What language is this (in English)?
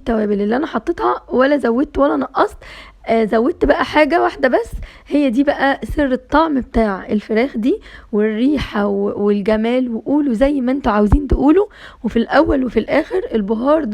Egyptian Arabic